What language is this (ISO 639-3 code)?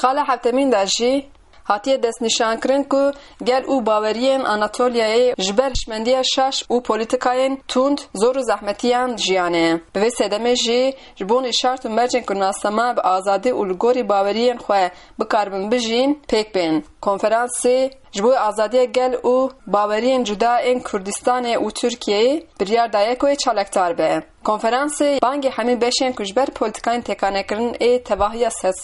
kur